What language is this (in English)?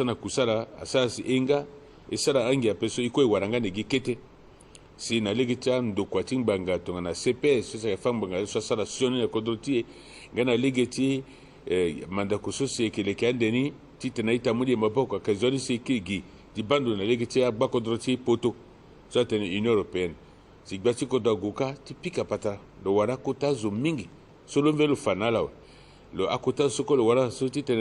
Sango